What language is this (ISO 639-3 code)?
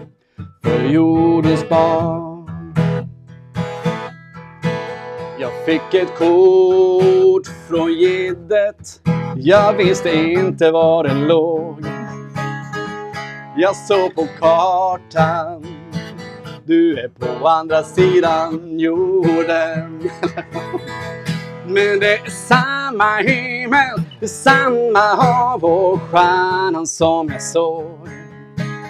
swe